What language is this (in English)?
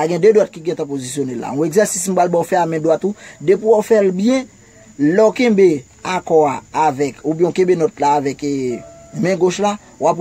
Haitian Creole